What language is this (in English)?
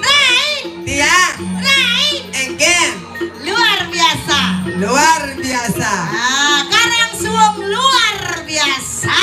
Balinese